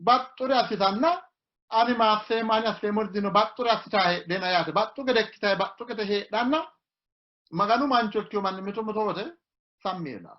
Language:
Sidamo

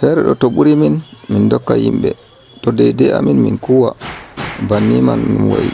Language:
Nigerian Fulfulde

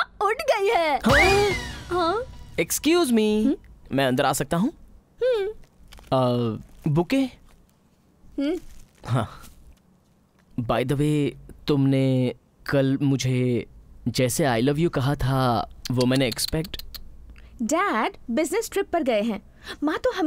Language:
Hindi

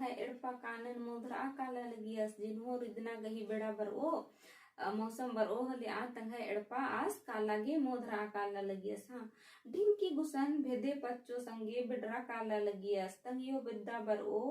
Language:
Kurukh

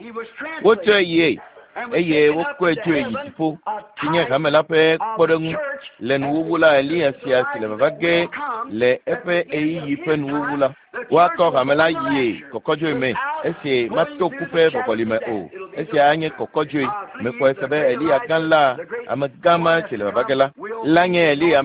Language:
Ewe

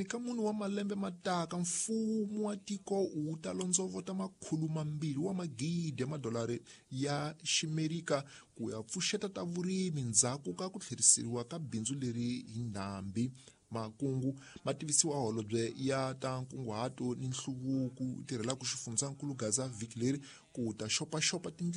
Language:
Tsonga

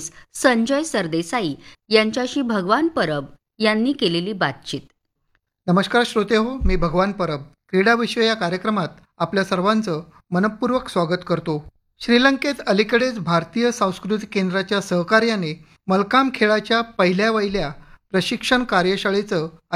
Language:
Marathi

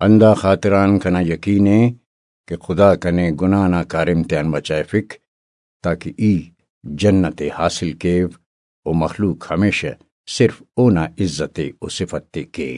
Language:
Brahui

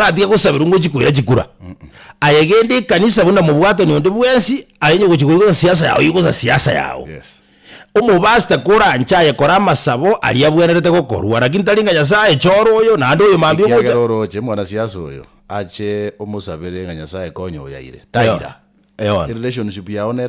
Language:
Gusii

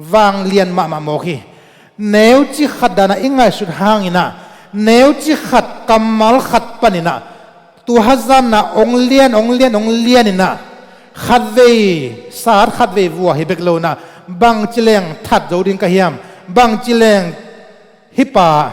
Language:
Tedim Chin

